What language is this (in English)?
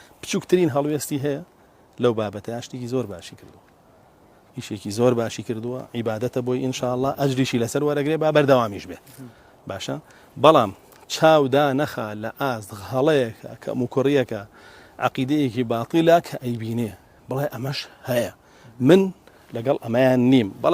Central Kurdish